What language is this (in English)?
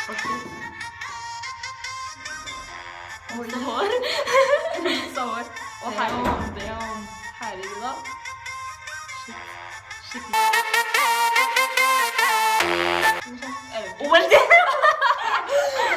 Norwegian